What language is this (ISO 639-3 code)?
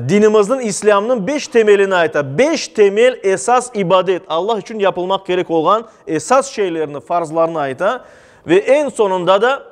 crh